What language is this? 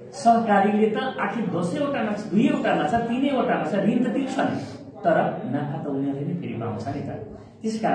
Nepali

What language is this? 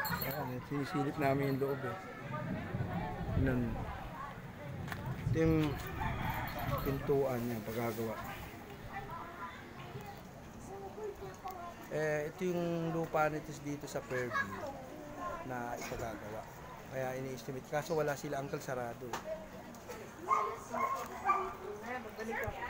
Filipino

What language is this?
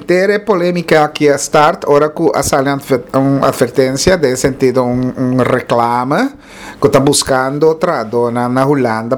Papiamento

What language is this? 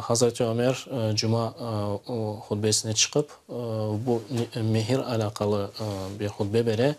Crimean Tatar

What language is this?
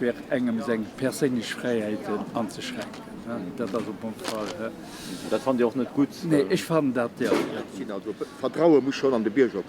Luxembourgish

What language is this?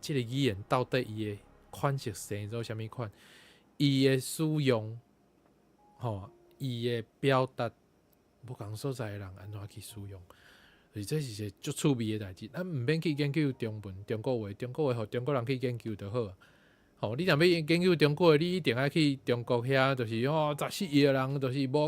Min Nan Chinese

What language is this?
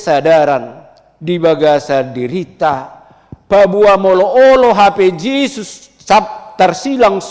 Batak Toba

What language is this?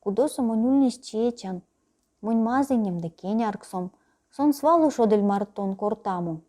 Erzya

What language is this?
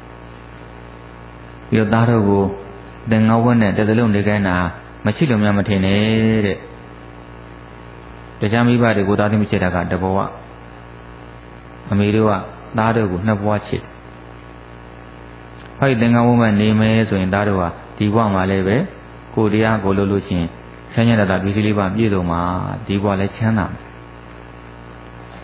Burmese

